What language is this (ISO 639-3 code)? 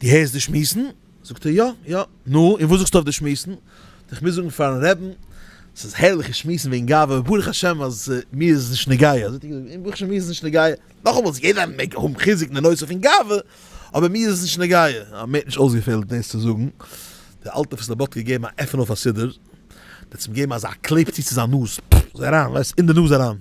yid